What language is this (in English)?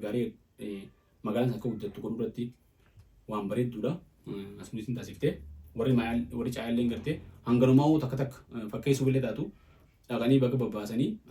Oromo